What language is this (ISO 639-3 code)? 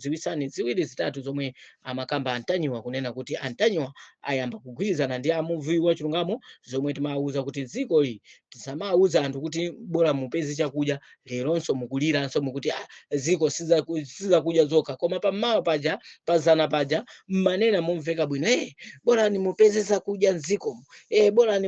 nya